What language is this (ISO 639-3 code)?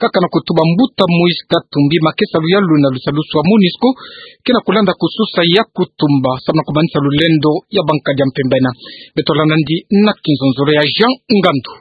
ktu